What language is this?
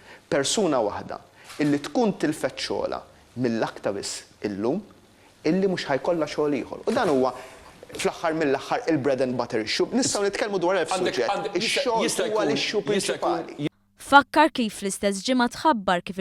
Maltese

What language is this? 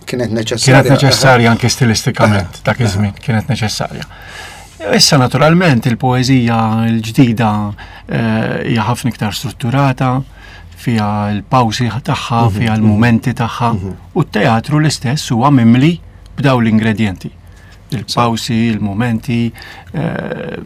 Maltese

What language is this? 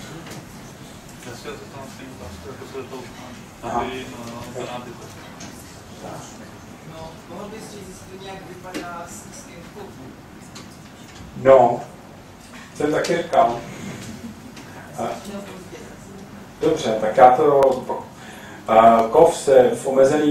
Czech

